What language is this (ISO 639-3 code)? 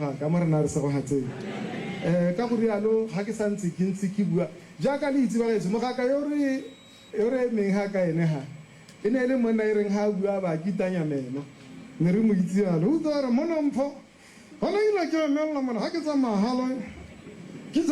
tsn